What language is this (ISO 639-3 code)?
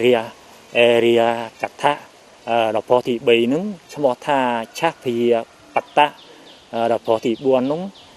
khm